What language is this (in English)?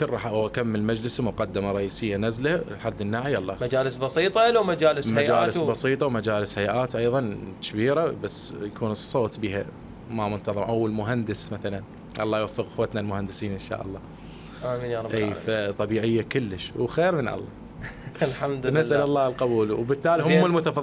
Mesopotamian Arabic